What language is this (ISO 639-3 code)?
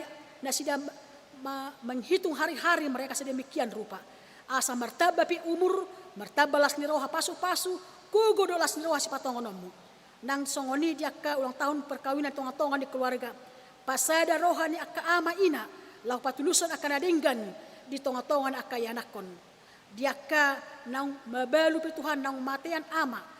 bbc